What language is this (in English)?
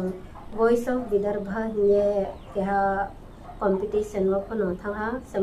Riang (India)